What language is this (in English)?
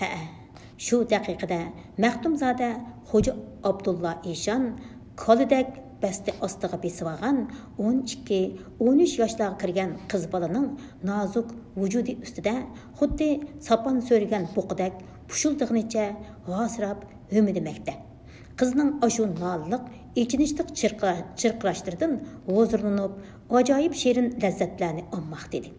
Uyghur